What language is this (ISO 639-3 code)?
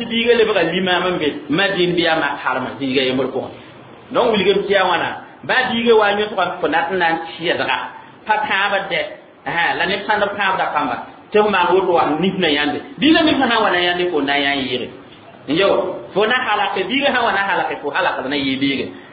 mos